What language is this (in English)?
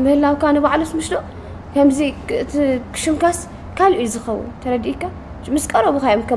Tigrinya